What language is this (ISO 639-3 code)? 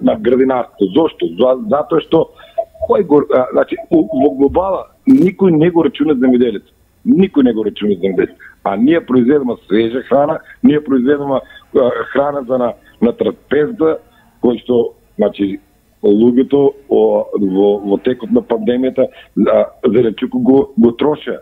mkd